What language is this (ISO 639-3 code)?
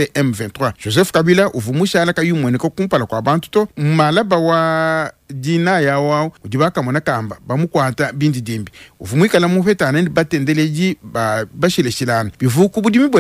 lua